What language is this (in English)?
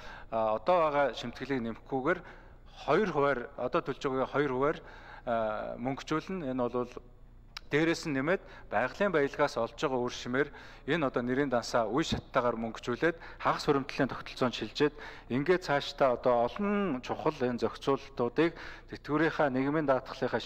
Mongolian